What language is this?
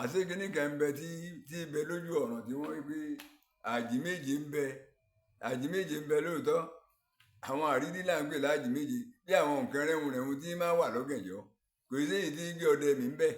Yoruba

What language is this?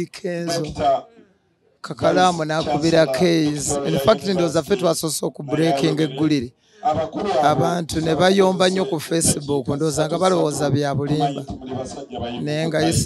Ganda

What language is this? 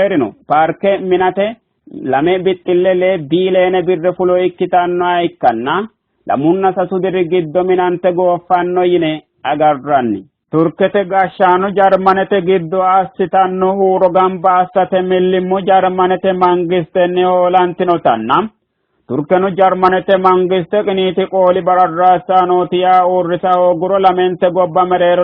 Sidamo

